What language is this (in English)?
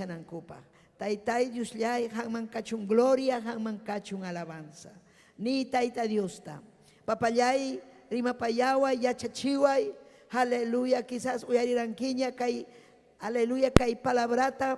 Ayacucho Quechua